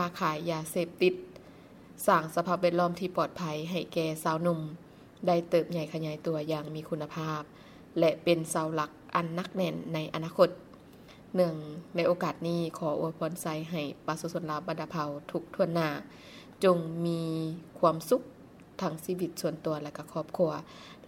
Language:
Lao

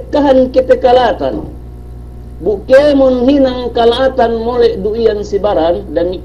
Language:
Yakan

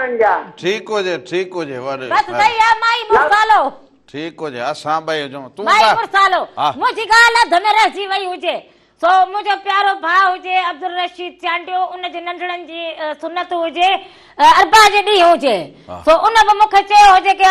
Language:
Sindhi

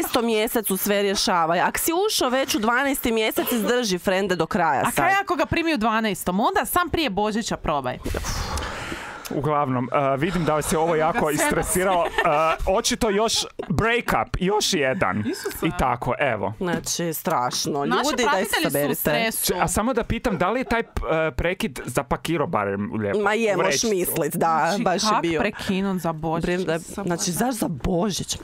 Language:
Croatian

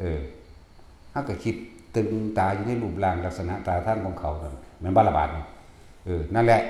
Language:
Northeastern Thai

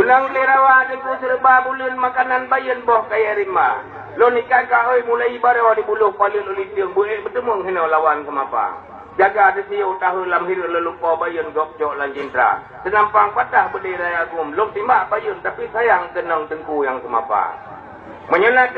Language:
Achinese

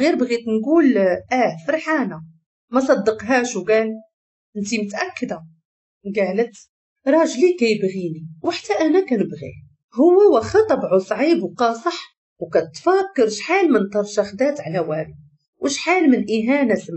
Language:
Moroccan Arabic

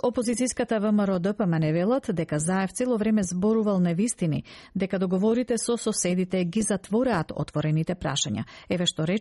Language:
Macedonian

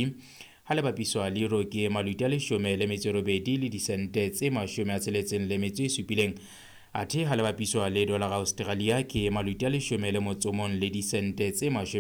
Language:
Southern Sotho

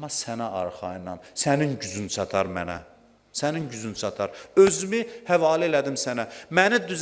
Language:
Azerbaijani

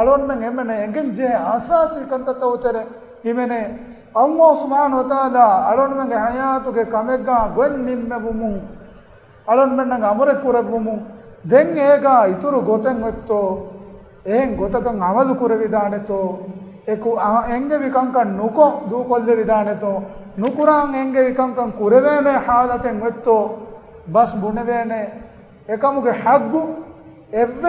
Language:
Divehi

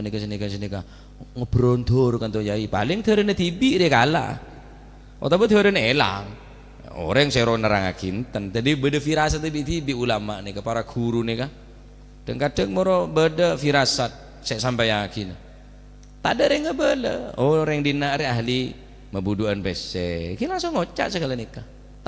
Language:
Madurese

